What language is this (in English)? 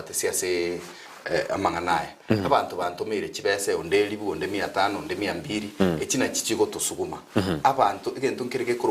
Gusii